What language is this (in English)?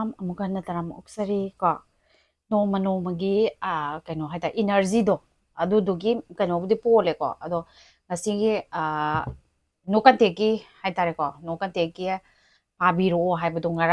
Manipuri